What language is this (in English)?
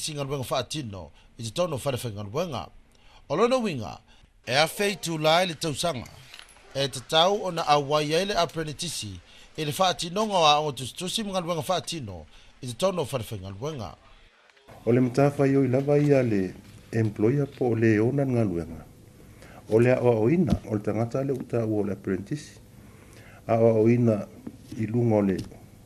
Samoan